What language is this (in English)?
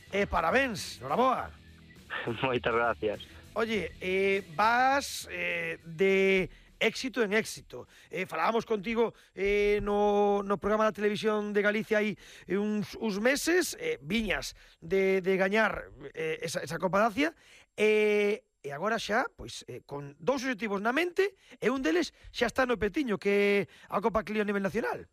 Galician